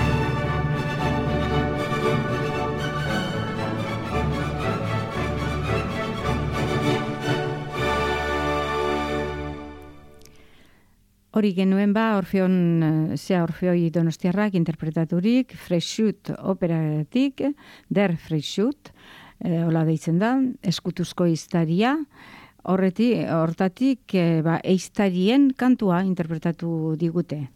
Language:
Basque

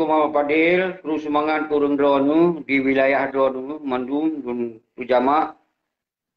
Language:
Achinese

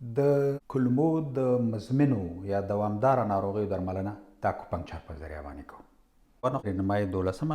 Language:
Pashto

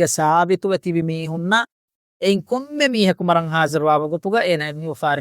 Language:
Divehi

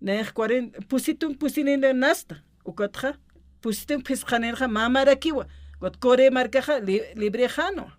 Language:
Aymara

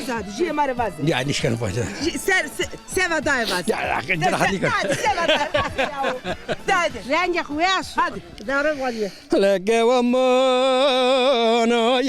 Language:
Zaza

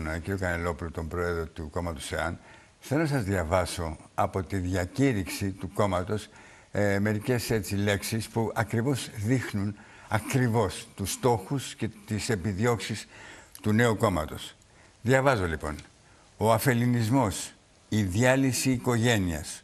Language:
Greek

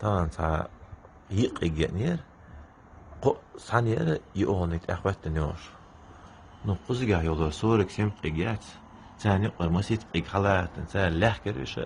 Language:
Chechen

